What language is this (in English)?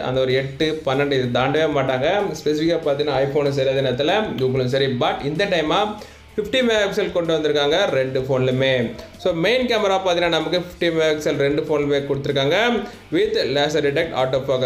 Tamil